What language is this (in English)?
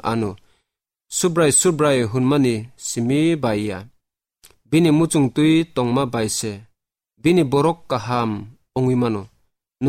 Kok Borok